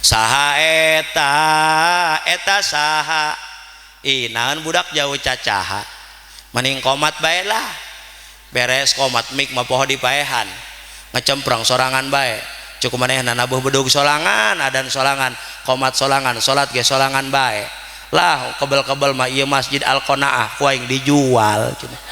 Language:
Sundanese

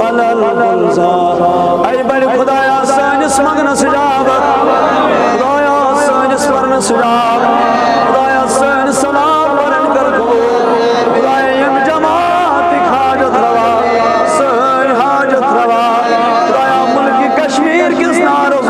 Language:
Kashmiri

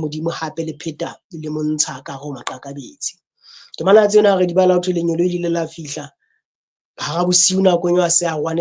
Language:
Southern Sotho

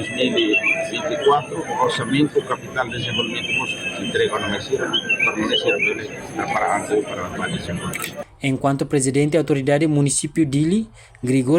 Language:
Tetum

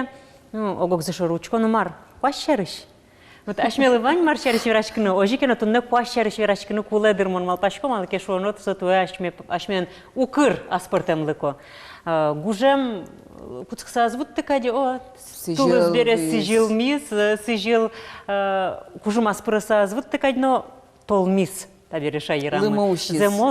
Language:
Udmurt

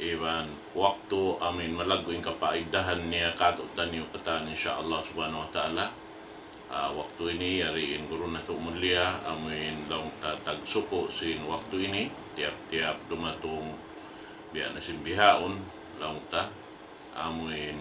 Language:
Tausug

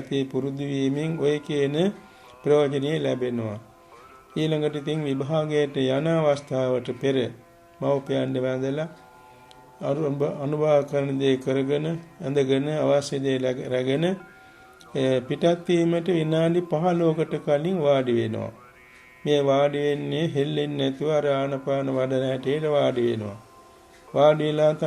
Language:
Sinhala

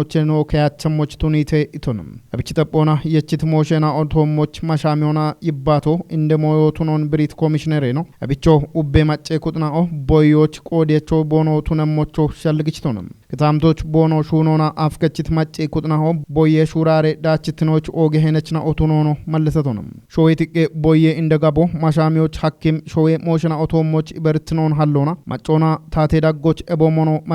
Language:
Kafa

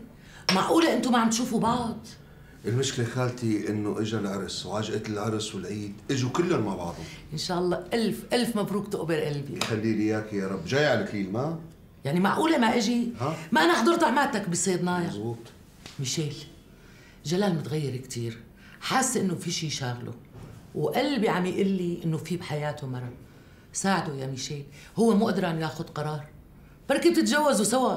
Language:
North Levantine Arabic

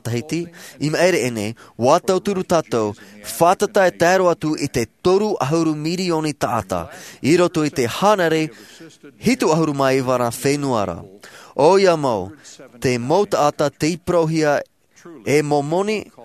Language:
Tahitian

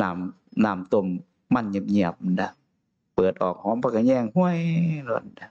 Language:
Northeastern Thai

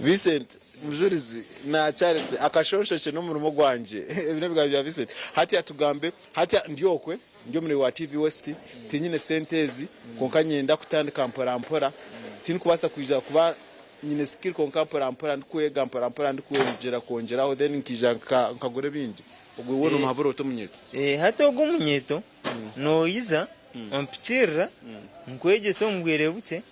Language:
Nyankole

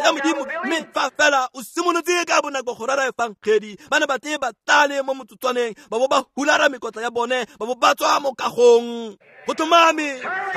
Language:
Tswana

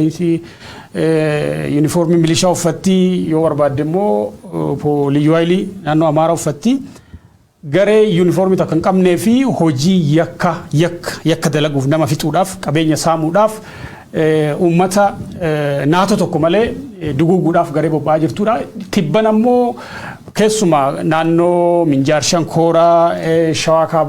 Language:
Oromo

